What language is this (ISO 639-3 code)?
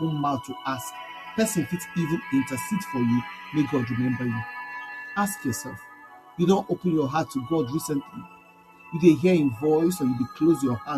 pcm